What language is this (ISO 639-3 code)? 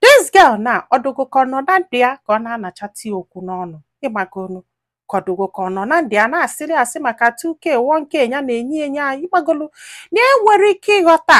ibo